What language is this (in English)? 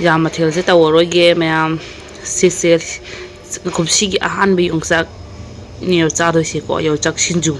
Manipuri